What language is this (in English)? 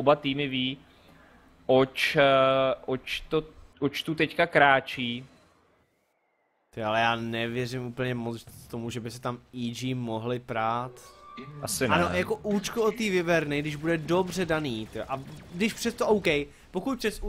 Czech